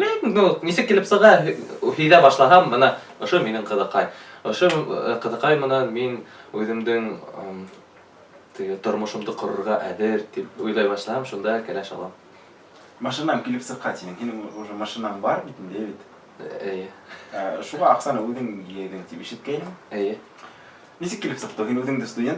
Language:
Bashkir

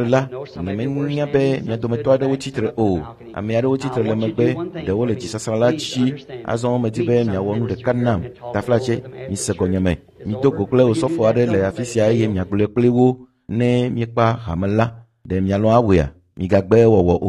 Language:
Ewe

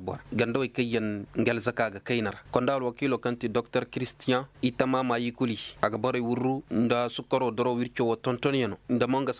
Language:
Koyraboro Senni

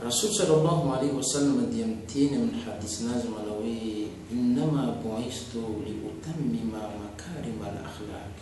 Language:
Malagasy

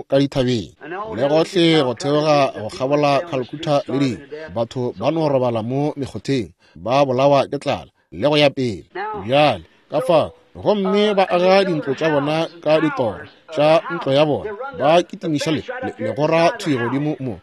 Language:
Northern Sotho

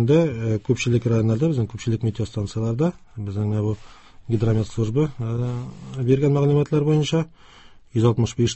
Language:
Tatar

